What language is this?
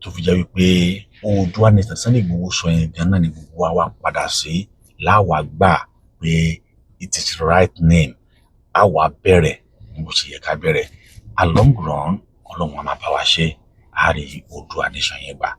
Yoruba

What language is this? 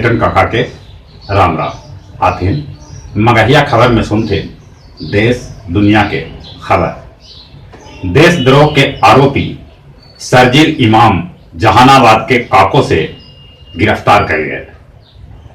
Magahi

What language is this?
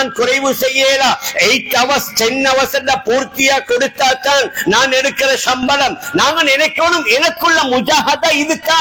Tamil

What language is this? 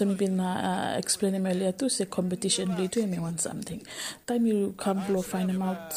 Bislama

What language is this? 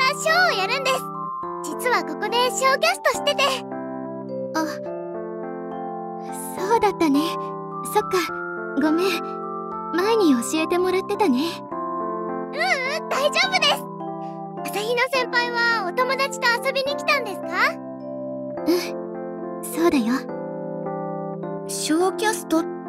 Japanese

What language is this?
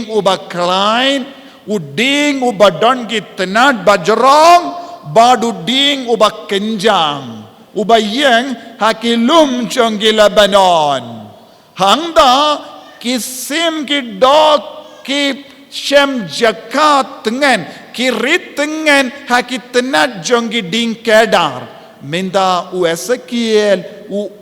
Khasi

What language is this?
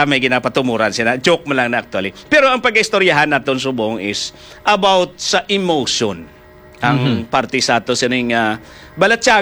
Hiligaynon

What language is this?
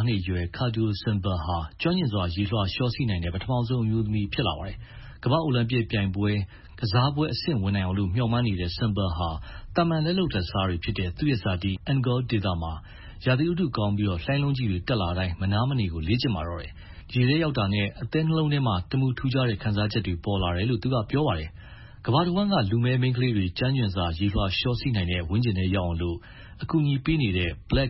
Burmese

